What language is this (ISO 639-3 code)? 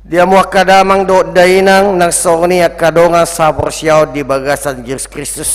bbc